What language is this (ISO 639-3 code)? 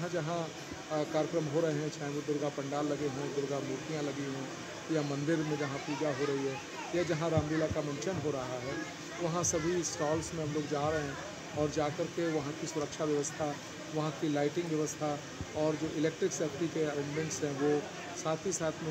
hin